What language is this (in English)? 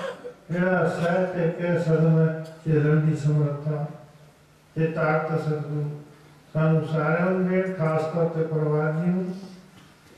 Punjabi